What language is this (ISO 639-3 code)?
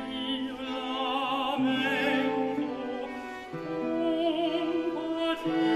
ita